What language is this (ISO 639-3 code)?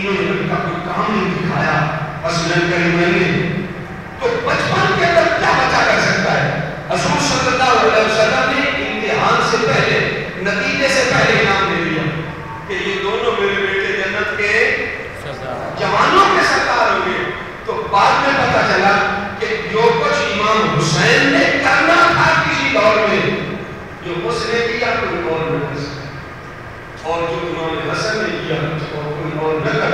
urd